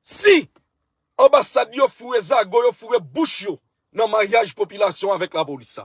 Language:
Haitian Creole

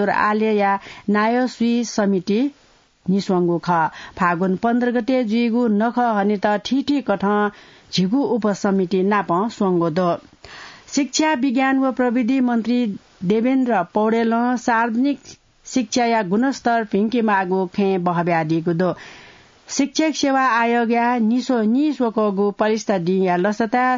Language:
Newari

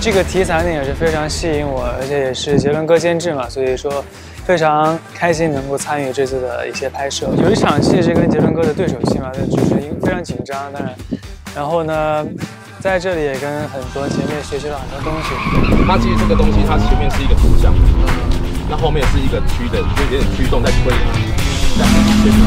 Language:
Chinese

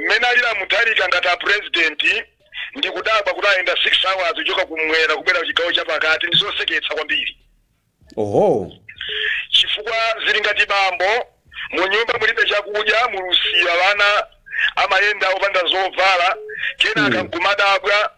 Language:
Nyanja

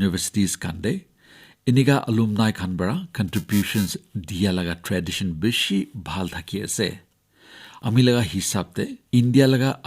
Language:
Naga Pidgin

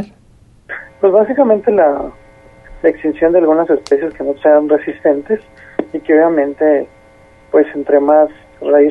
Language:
Spanish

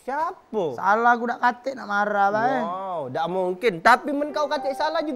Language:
Musi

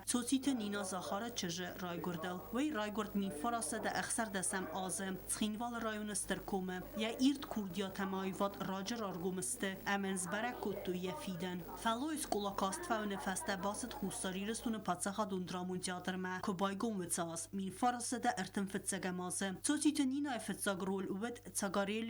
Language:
Ossetic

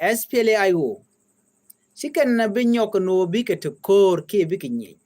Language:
Nuer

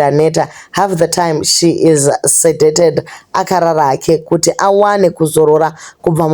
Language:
Shona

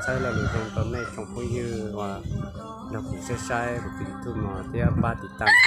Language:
Hmong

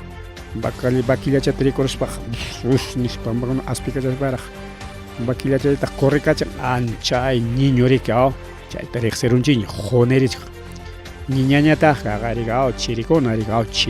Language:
Ayacucho Quechua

